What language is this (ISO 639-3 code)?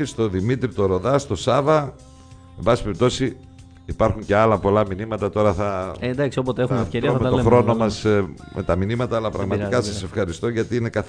ell